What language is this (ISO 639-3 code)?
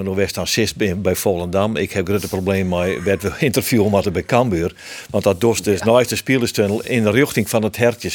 fry